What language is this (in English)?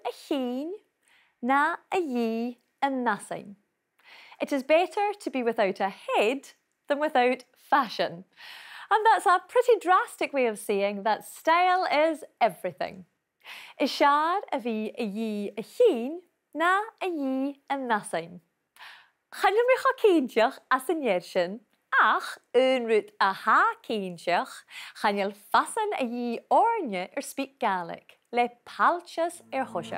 Scottish Gaelic